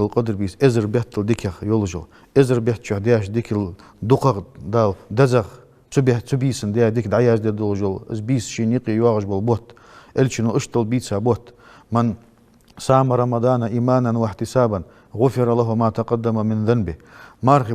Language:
Ingush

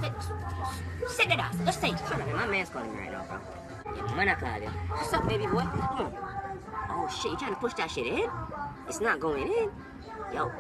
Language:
Jamaican Creole English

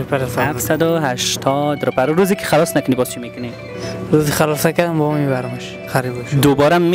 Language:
Persian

